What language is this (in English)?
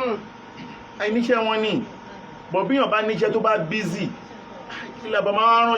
Yoruba